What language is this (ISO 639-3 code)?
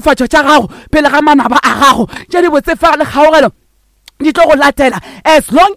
nso